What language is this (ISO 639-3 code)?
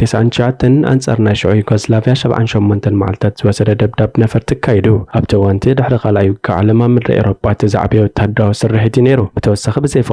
tir